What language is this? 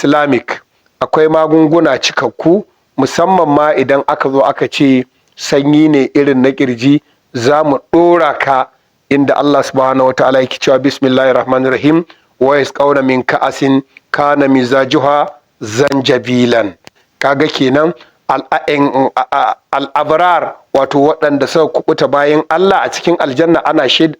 Hausa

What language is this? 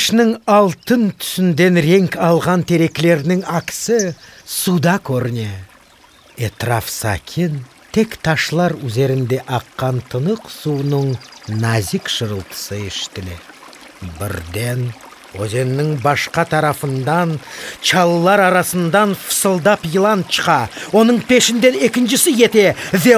Crimean Tatar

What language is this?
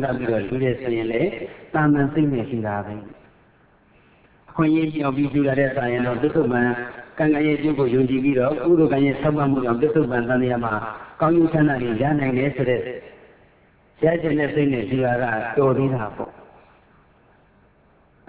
Burmese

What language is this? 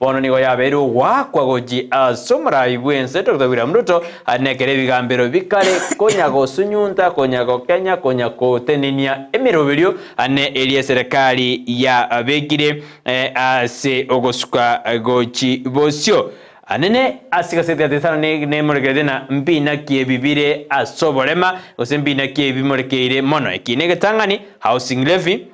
Gusii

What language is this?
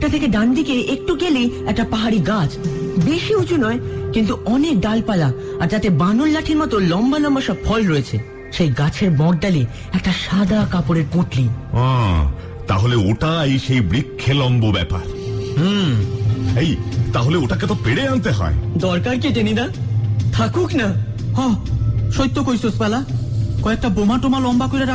Bangla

